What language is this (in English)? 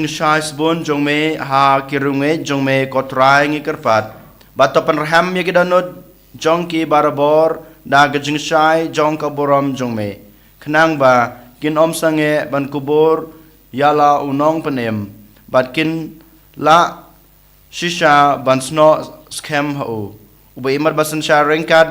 Khasi